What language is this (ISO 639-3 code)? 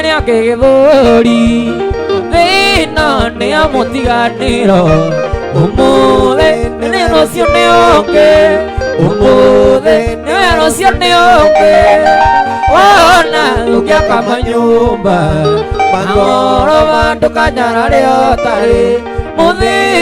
kik